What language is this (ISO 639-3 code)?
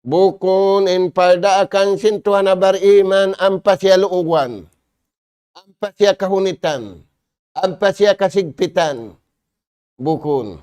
tsg